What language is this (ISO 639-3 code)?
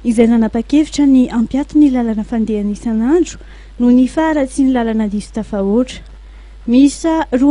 mlg